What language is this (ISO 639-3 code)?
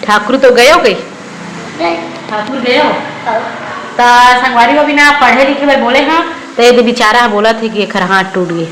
hne